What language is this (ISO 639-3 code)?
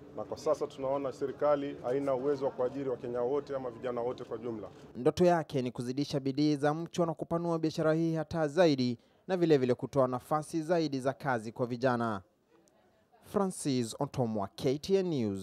swa